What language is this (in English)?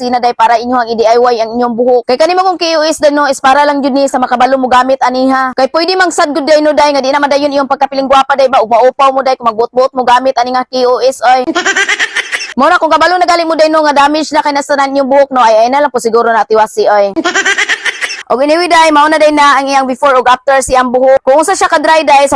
Cebuano